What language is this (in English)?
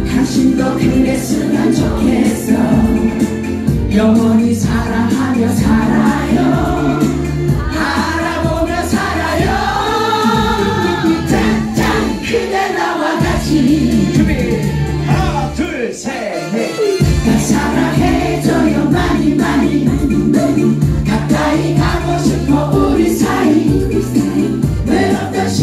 Korean